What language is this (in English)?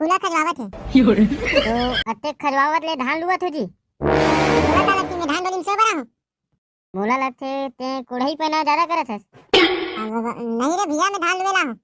Chhattisgarhi